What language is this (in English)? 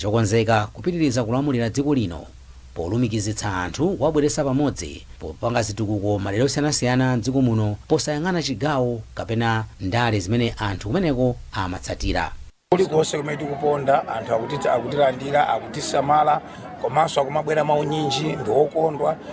Nyanja